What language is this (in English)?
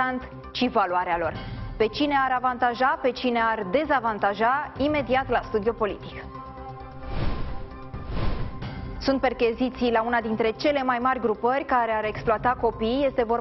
Romanian